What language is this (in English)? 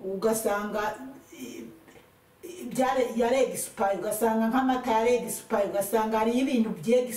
Rundi